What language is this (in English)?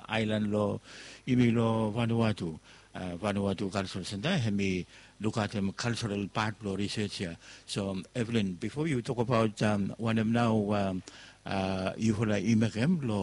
Bislama